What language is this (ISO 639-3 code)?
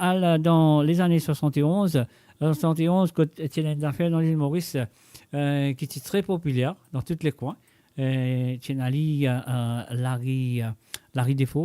mfe